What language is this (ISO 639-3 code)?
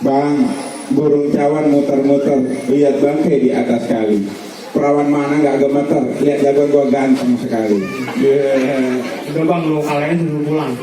bew